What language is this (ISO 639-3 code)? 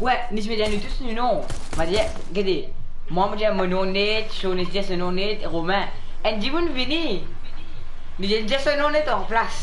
mfe